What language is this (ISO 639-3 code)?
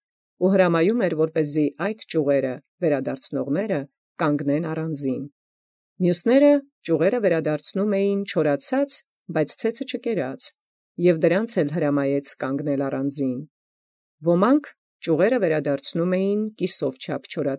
hye